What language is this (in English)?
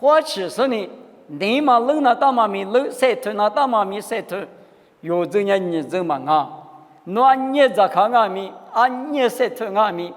Lisu